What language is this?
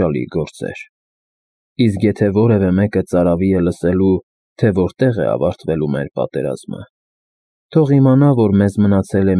Armenian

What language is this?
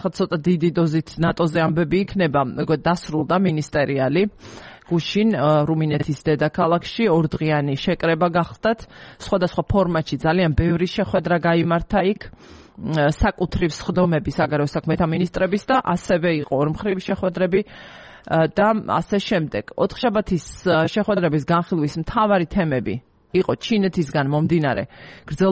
Georgian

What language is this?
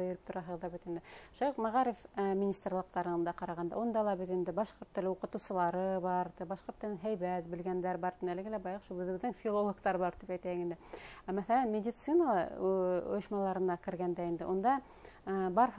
Bashkir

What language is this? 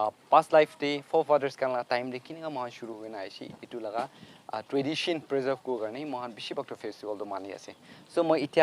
Naga Pidgin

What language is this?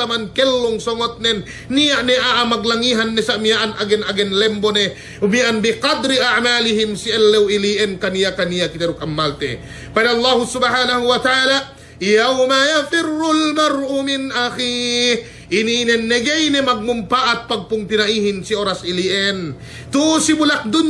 Yakan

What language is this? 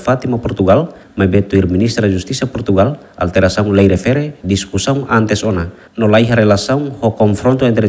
Tetum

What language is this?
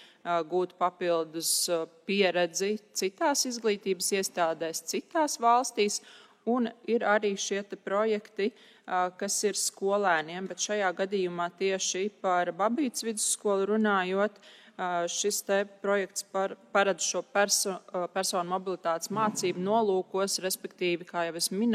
Latvian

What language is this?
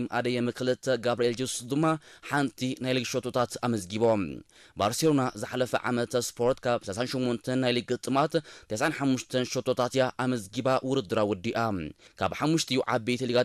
Tigrinya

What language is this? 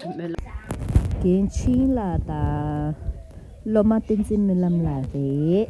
Tibetan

